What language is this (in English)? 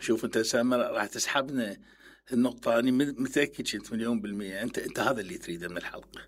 Mesopotamian Arabic